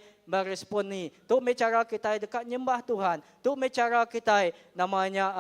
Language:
Iban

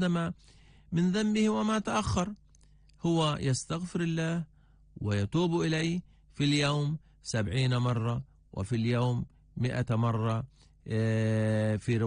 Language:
Arabic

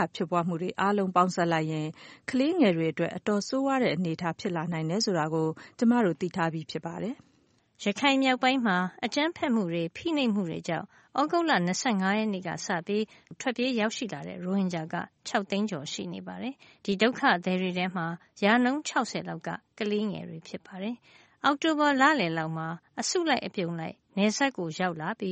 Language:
Burmese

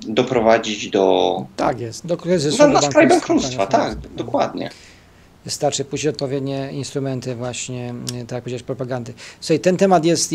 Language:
Polish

